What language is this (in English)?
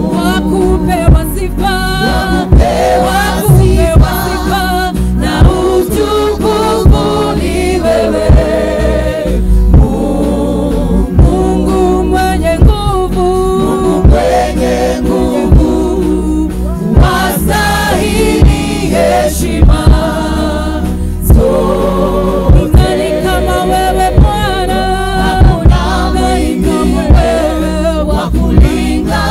Swahili